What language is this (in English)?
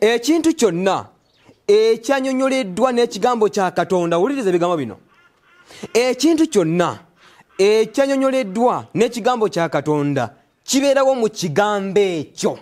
Ganda